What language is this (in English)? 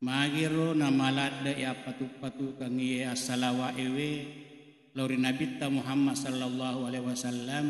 Buginese